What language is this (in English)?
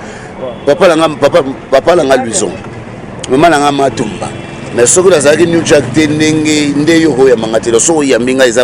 Lingala